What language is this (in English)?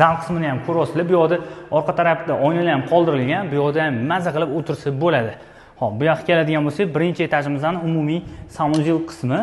Uzbek